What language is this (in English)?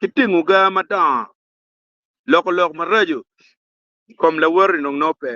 Acoli